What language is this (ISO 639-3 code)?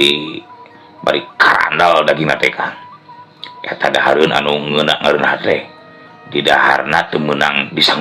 sun